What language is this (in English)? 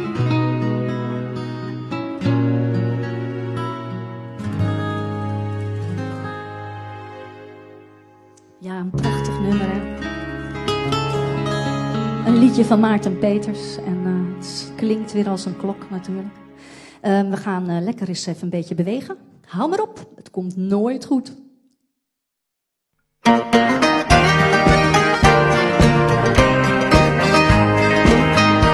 Dutch